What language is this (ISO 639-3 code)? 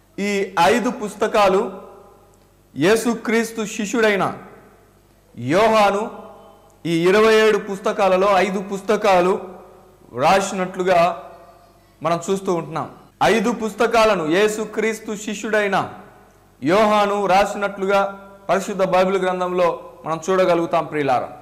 tel